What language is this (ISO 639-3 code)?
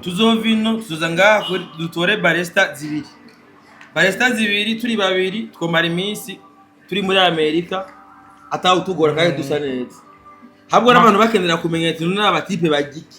run